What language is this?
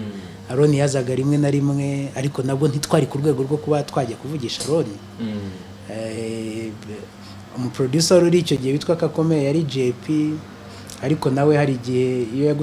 Kinyarwanda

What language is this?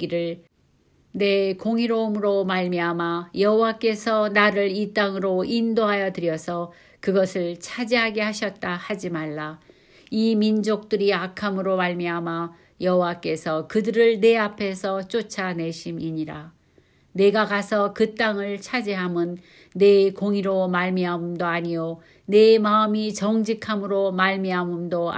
Korean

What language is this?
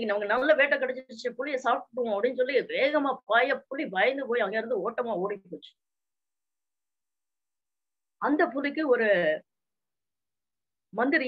Tamil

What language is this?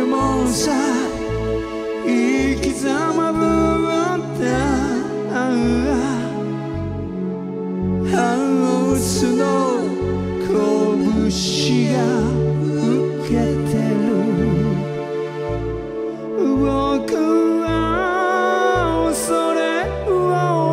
Japanese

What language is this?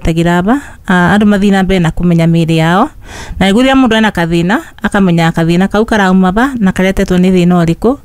Kikuyu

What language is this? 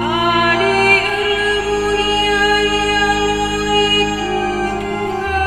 Batak Karo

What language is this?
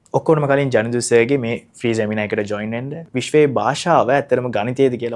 Sinhala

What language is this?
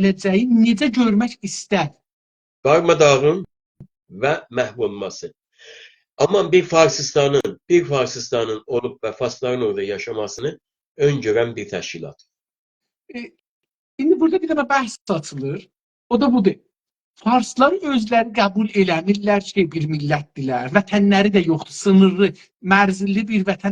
South Azerbaijani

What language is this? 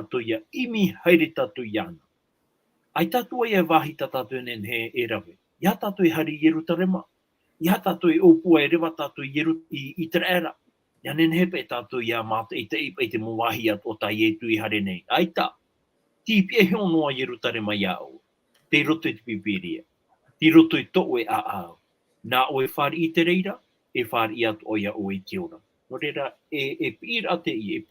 Tahitian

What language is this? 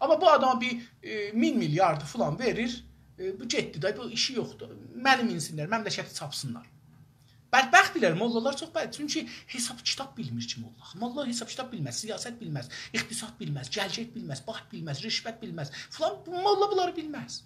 South Azerbaijani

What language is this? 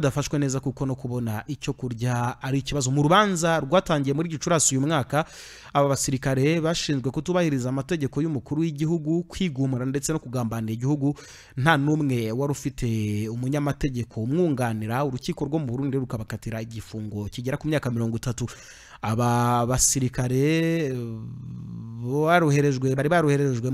Kinyarwanda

